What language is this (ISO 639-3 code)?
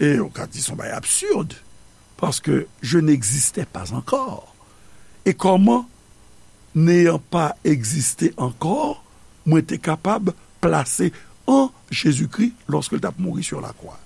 hat